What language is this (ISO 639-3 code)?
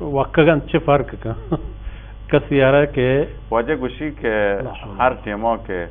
bal